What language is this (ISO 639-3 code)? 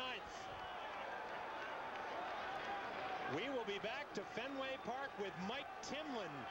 eng